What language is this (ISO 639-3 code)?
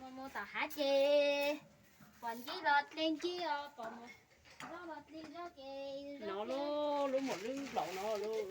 hmn